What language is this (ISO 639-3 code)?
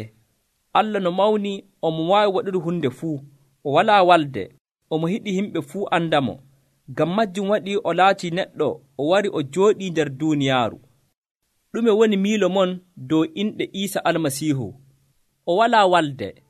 fuv